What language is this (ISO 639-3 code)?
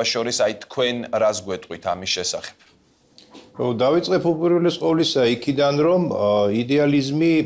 kat